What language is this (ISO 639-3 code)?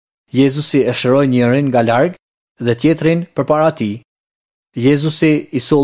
sqi